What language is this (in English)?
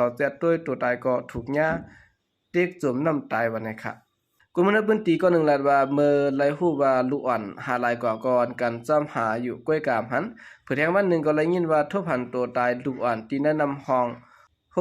Shan